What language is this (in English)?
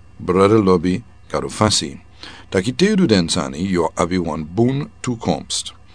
Sranan Tongo